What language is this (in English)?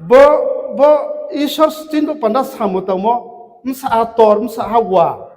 Riang (India)